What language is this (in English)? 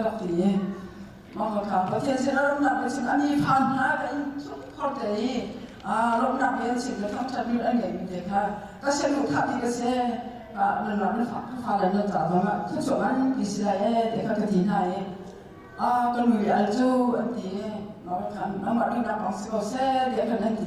Hakha Chin